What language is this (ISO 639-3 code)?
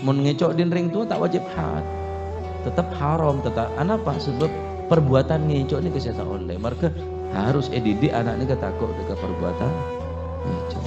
mad